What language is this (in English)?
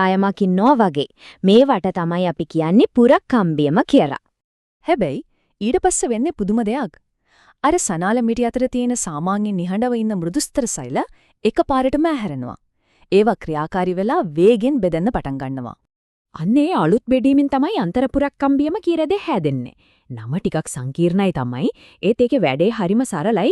Sinhala